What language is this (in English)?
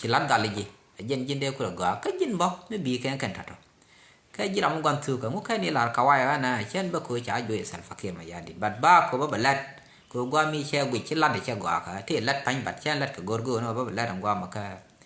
Nuer